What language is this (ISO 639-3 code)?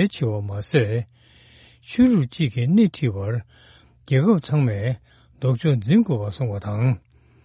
bod